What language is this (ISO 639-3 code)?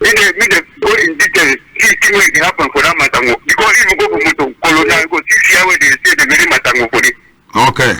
wes